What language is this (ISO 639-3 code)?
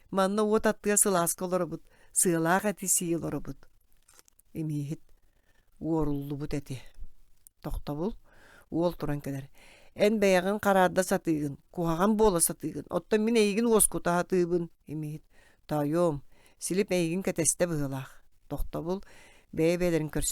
sah